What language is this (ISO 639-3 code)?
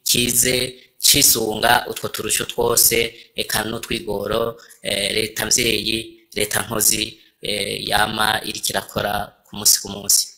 run